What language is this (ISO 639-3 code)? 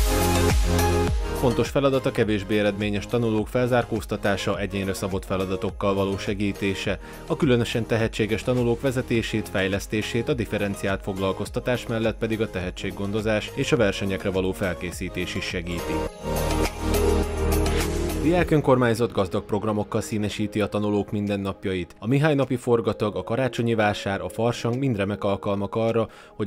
hun